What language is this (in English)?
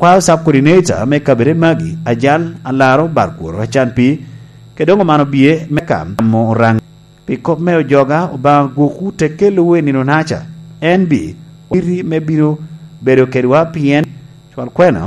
Lango (Uganda)